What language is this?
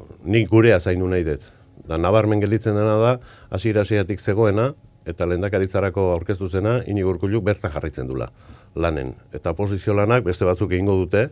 Basque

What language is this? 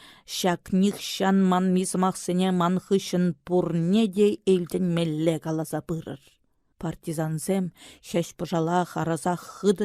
Chuvash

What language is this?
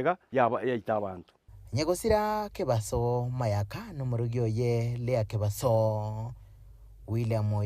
Gusii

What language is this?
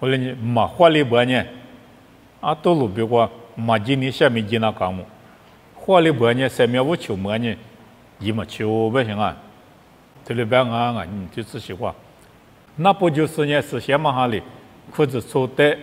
Lisu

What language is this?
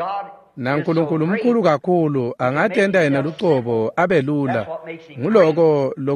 Swati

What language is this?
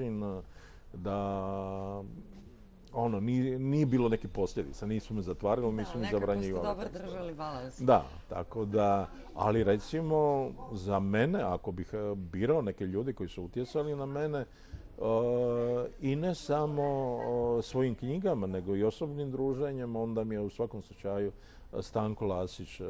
Croatian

